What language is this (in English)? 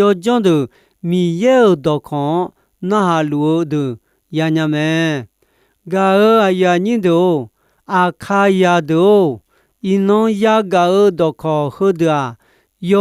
Akha